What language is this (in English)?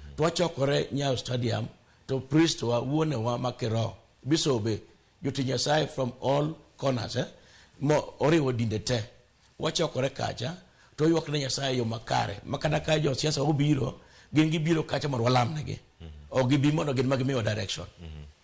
Luo (Kenya and Tanzania)